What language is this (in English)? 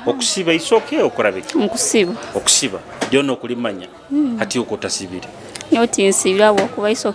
Nyoro